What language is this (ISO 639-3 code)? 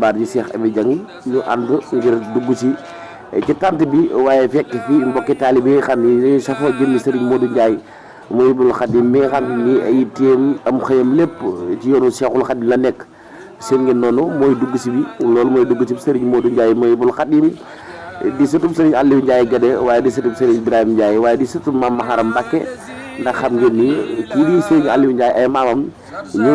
wol